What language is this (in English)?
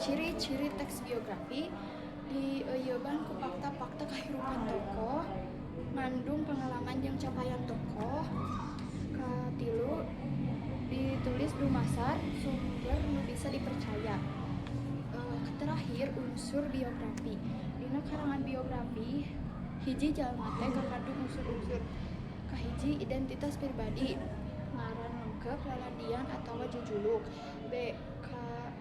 Sundanese